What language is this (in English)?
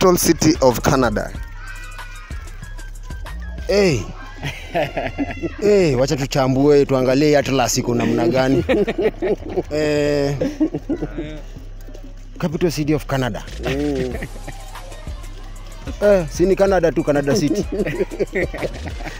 Swahili